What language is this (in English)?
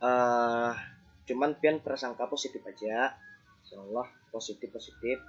Banjar